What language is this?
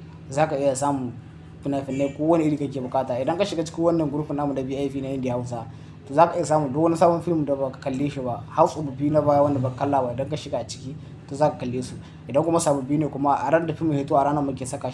Hausa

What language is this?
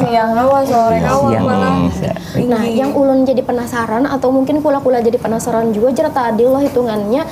Banjar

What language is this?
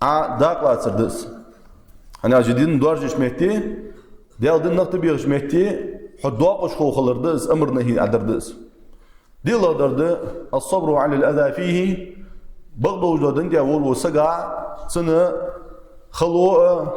Ingush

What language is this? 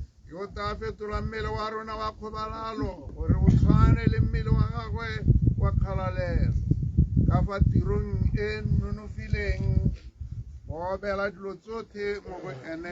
Tswana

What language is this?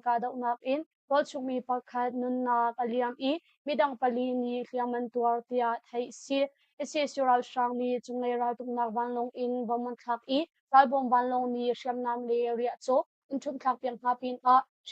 Hakha Chin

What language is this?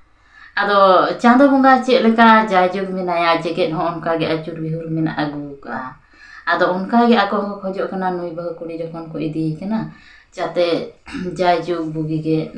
Santali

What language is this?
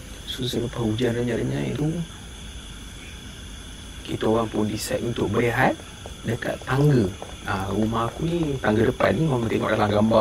Malay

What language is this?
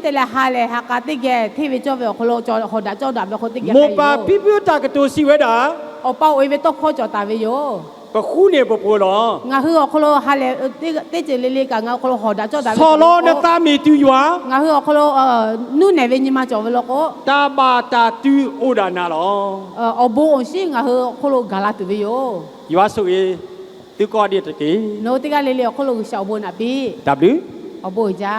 Lahu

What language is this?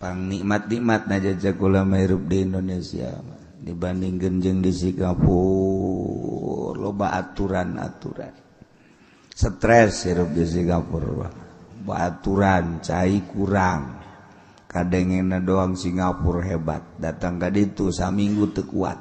Sundanese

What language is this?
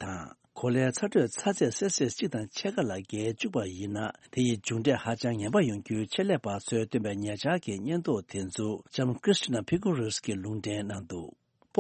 Tibetan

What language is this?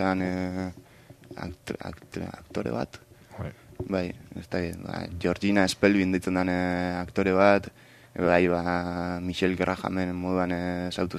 Basque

